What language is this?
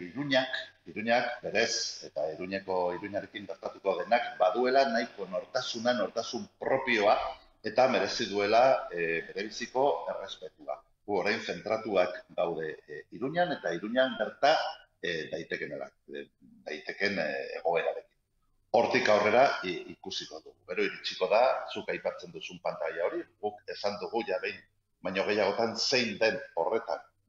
Basque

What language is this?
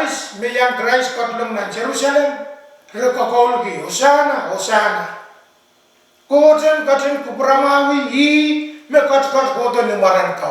Pohnpeian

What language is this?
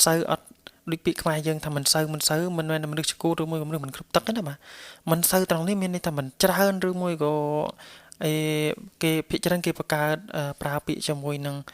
Khmer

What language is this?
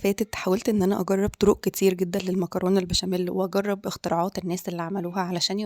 Egyptian Arabic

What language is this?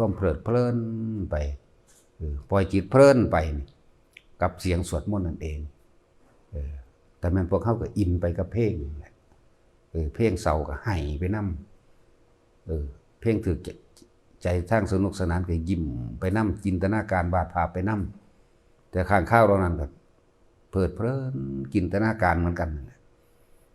Northeastern Thai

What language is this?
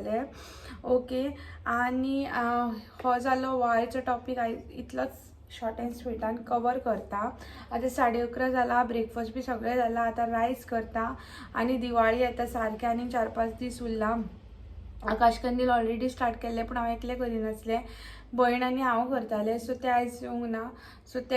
Konkani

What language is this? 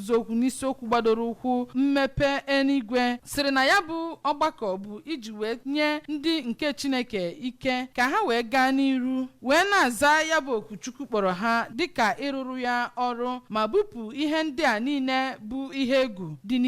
Igbo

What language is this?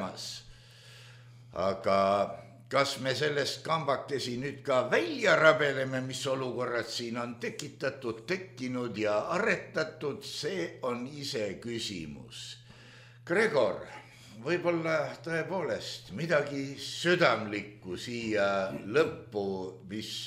Estonian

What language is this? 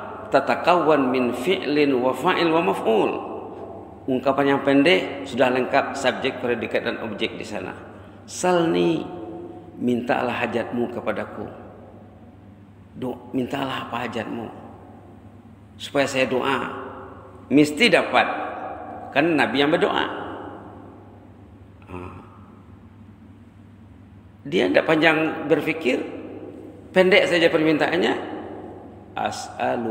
Malay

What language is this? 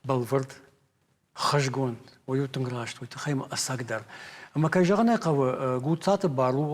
Ossetic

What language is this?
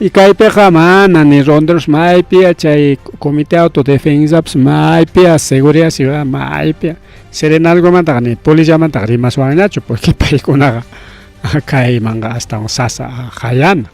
Ayacucho Quechua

